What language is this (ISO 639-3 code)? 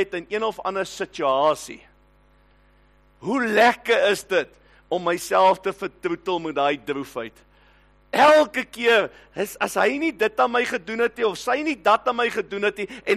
afr